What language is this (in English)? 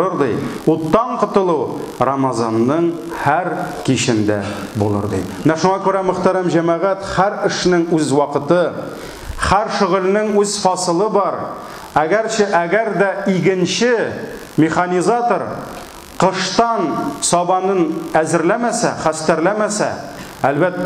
Tatar